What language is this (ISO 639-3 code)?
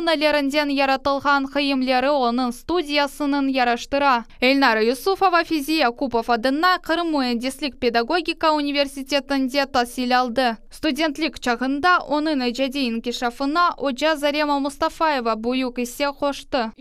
crh